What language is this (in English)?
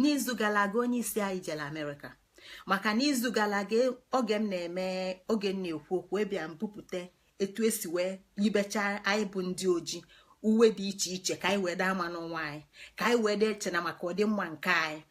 Igbo